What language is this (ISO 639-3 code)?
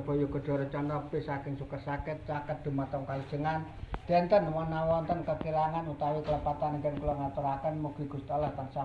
jav